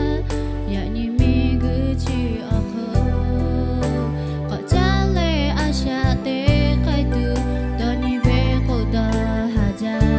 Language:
Lahu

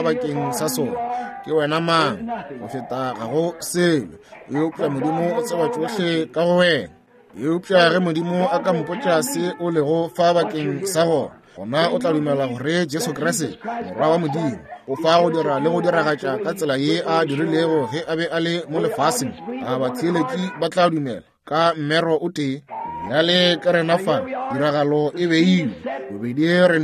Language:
Northern Sotho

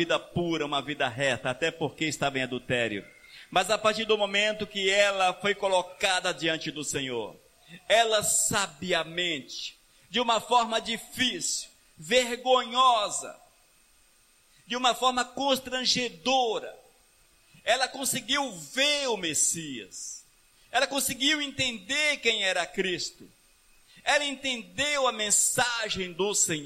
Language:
Portuguese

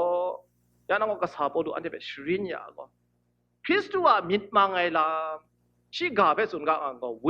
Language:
Kachin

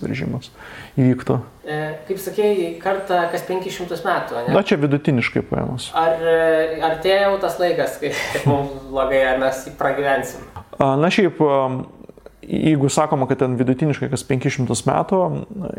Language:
Lithuanian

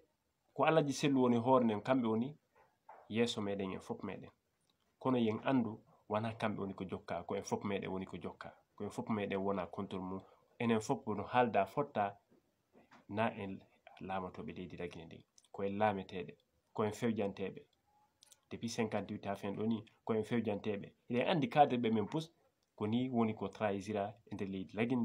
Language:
Fula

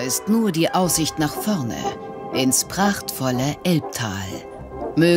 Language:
Swiss German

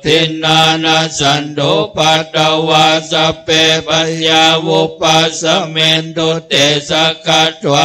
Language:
Pali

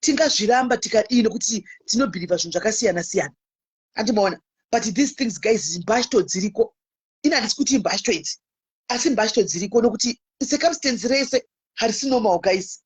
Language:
Shona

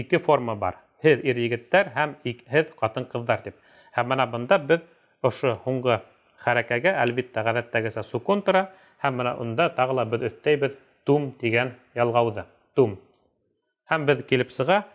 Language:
Bashkir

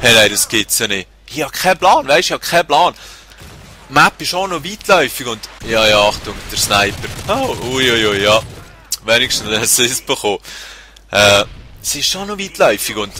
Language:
Swiss German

